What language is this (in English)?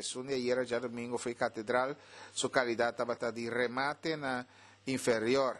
Papiamento